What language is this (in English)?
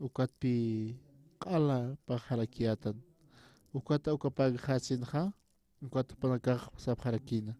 Aymara